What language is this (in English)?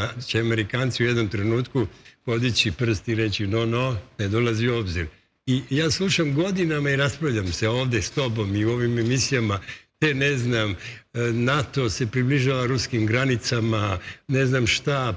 Serbian